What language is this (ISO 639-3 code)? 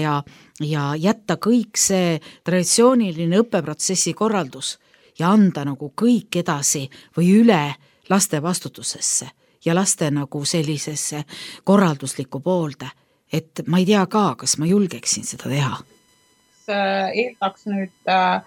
est